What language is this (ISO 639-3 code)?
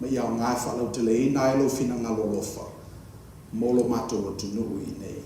smo